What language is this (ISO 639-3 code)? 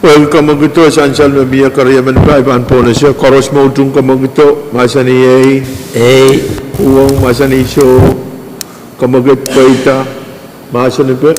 pon